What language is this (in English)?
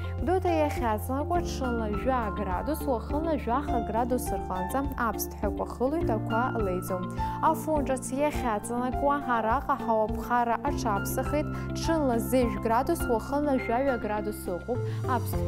Abkhazian